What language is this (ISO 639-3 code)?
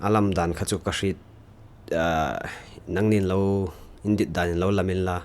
hmr